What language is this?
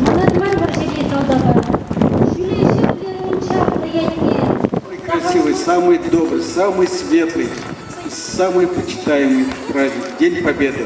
Chuvash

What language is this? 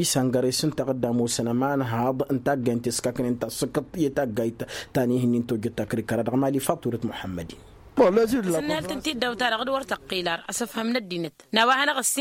Tamasheq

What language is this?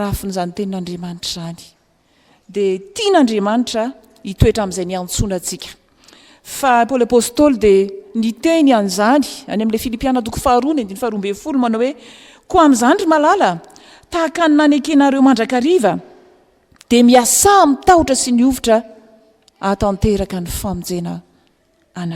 Malagasy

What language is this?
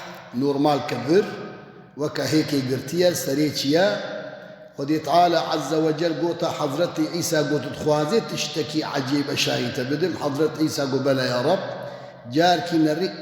Kurdish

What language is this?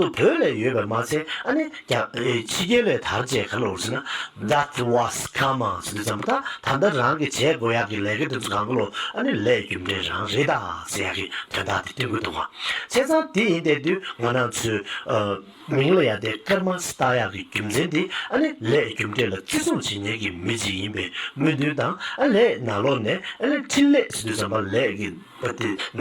Tibetan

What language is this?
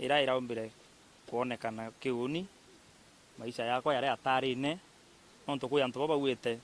Meru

